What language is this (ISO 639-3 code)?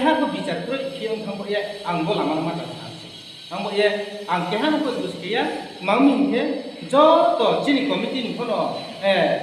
ria